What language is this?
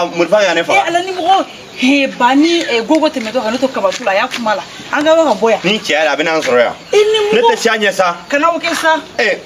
Bambara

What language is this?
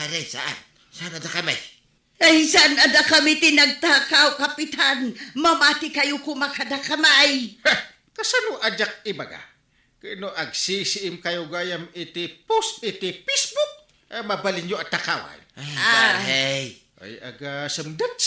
Iloko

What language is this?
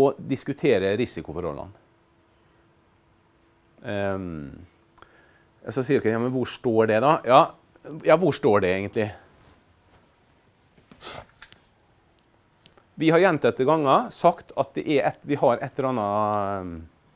Norwegian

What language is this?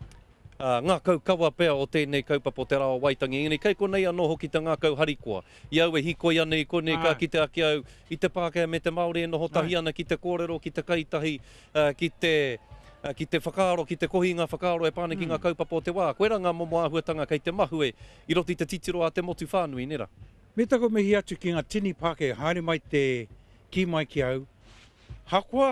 Māori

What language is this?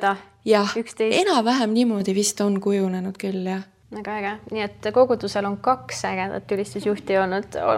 Estonian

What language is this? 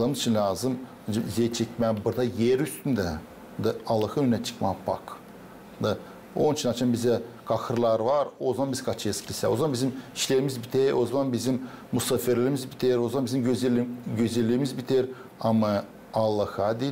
Gagauz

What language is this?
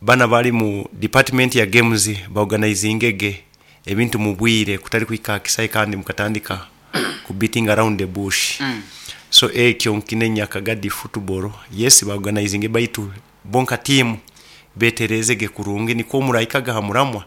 Nyoro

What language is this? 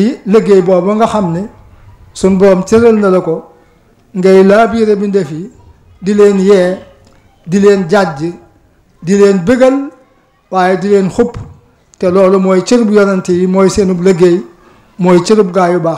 Wolof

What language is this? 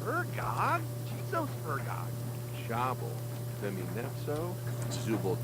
Bavarian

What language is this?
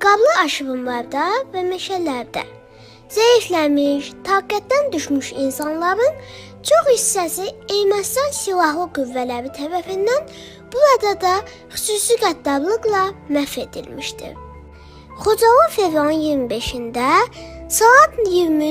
Azerbaijani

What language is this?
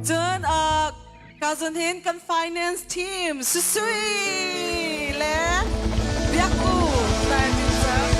Hakha Chin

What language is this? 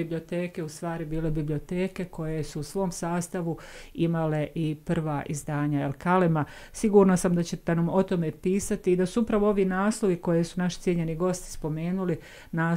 Bosnian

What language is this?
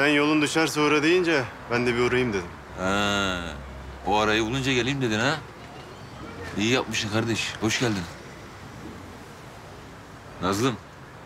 Turkish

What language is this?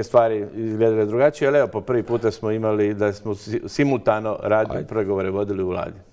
Croatian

